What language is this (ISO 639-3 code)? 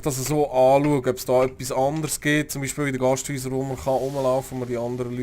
gsw